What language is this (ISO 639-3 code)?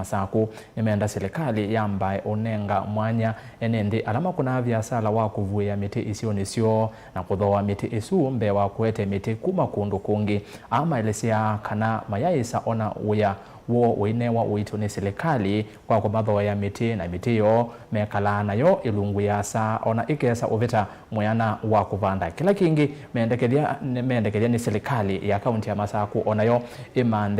kam